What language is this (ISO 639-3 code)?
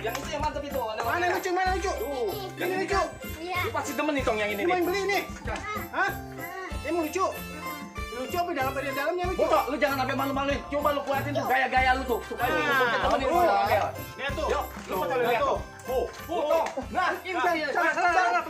bew